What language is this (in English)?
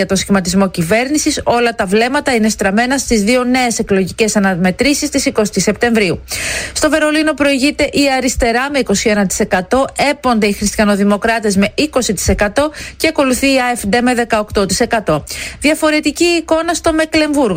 Greek